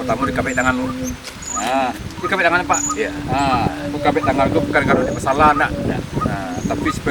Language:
Minangkabau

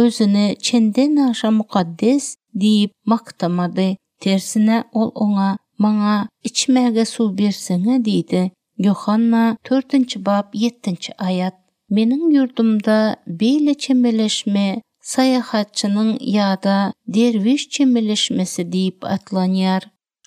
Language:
Turkmen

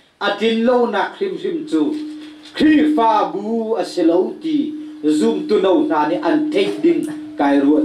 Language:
Hakha Chin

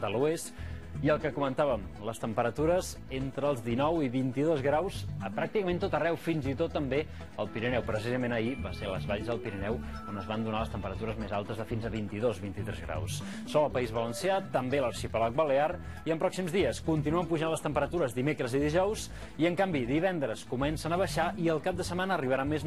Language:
Catalan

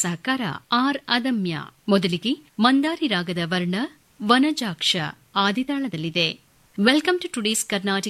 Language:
Kannada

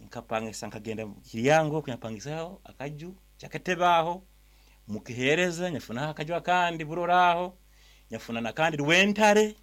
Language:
Nyankole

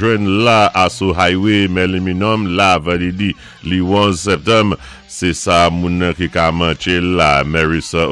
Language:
Saint Lucian Creole French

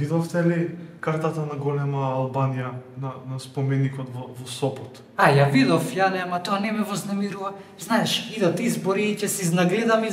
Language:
Macedonian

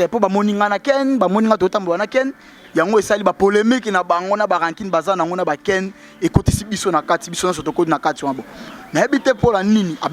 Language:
Lingala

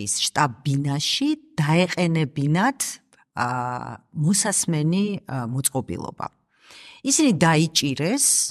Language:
Georgian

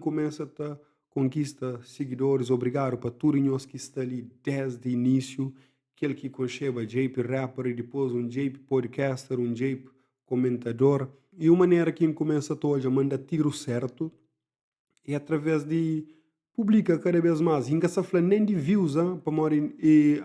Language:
Kabuverdianu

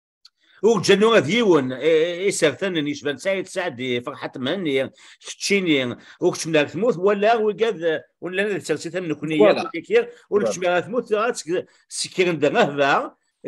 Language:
Kabyle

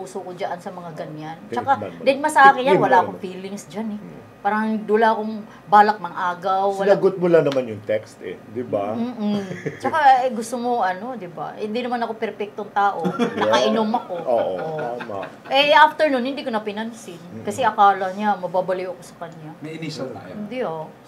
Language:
Filipino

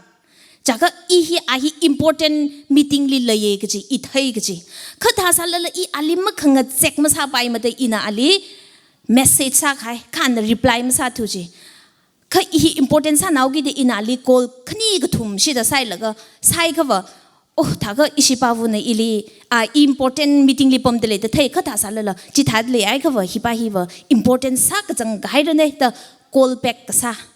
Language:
Tangkhul Naga (India)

